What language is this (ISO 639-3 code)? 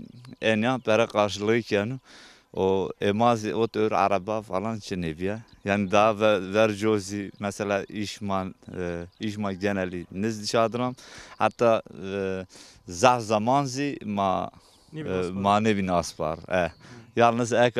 zza